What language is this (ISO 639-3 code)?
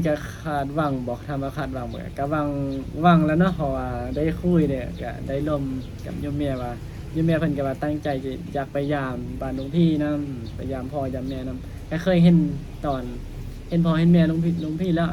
lao